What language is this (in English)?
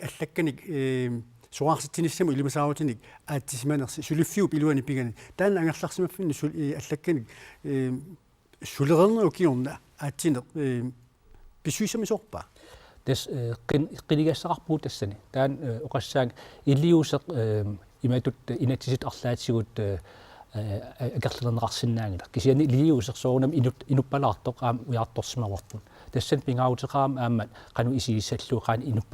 Kalaallisut